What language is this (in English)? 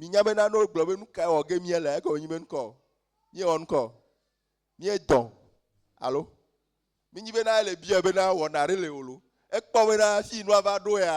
Ewe